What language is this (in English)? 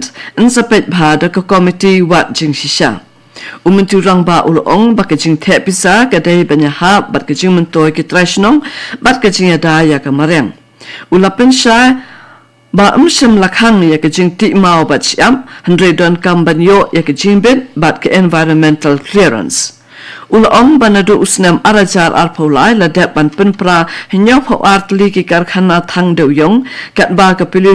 Khasi